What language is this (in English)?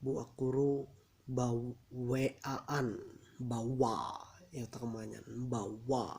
Ma'anyan